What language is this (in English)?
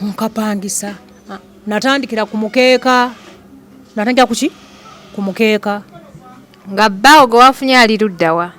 Ganda